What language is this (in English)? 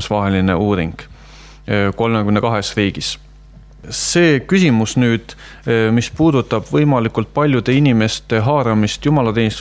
Estonian